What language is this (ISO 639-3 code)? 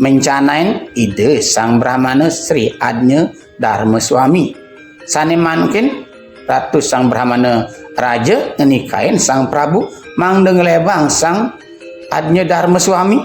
ban